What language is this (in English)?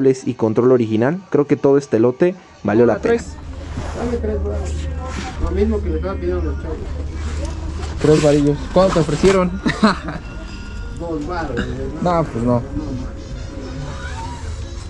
Spanish